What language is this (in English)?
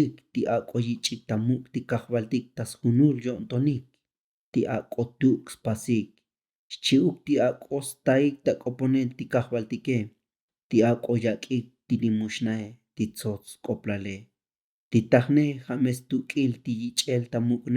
Tzotzil